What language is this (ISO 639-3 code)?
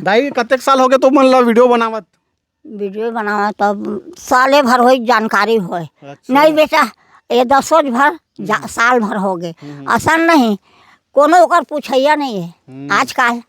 hne